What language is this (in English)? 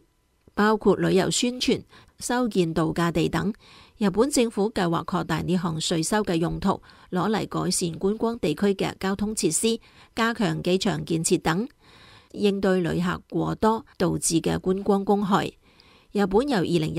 Cantonese